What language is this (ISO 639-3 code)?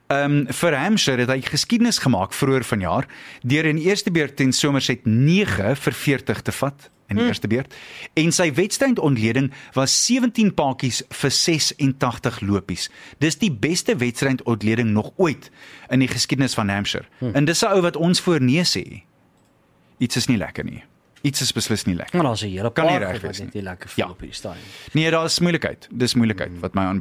afr